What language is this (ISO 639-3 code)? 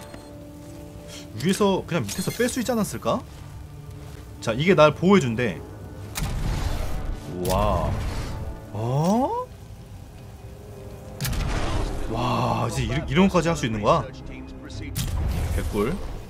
kor